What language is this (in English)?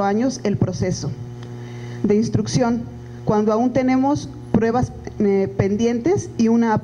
Spanish